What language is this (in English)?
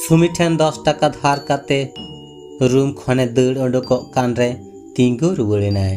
Santali